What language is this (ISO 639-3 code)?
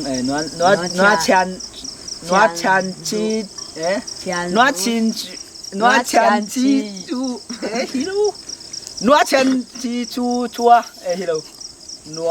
ctd